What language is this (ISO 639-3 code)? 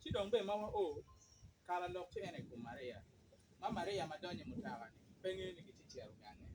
ach